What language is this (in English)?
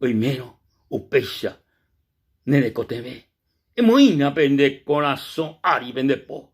Guarani